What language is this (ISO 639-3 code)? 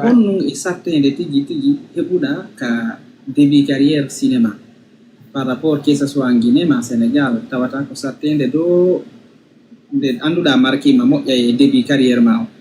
ful